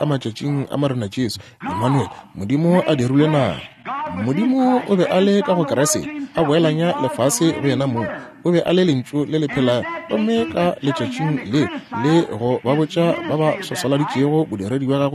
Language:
Northern Sotho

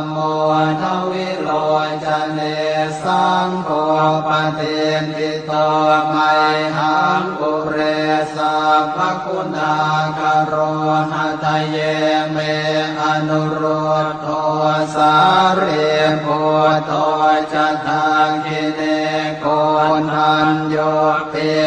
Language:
Pali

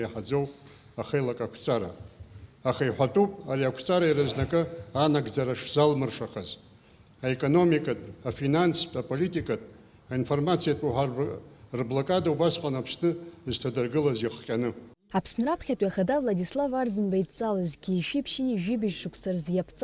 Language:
Abkhazian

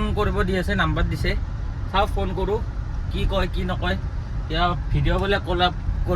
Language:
Assamese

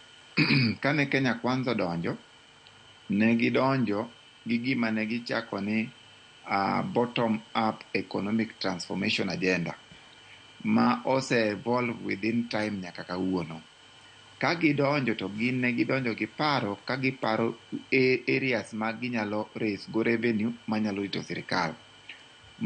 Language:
Luo (Kenya and Tanzania)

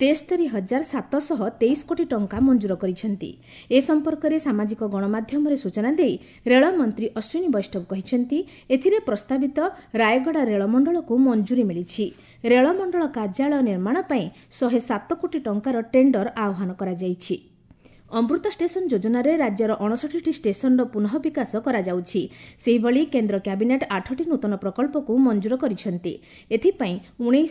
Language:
Odia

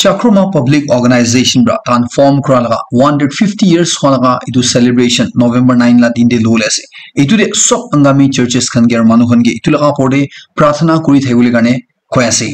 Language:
Naga Pidgin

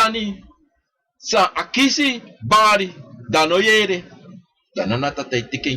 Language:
Sranan Tongo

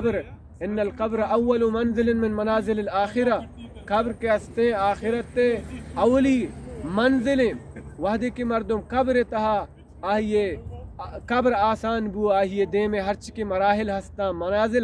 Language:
Baluchi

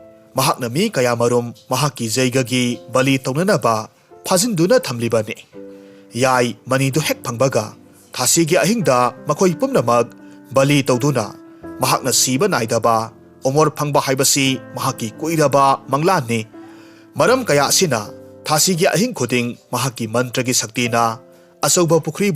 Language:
Manipuri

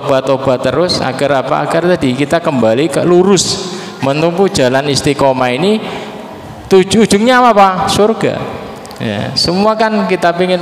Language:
Indonesian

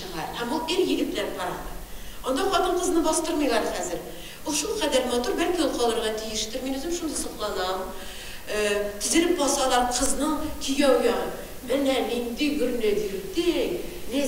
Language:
Tatar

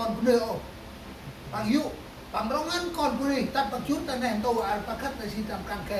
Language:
Central Mnong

